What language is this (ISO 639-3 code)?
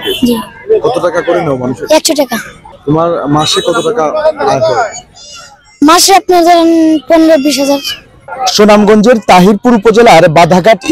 syl